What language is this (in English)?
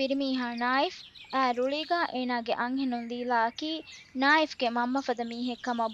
Divehi